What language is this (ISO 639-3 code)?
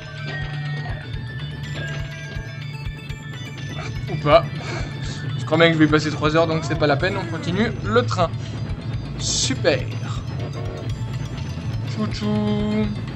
fra